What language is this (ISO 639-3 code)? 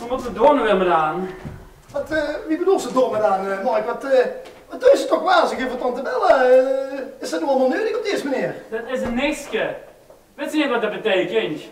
lim